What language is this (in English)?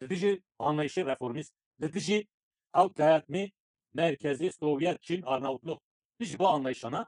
Kurdish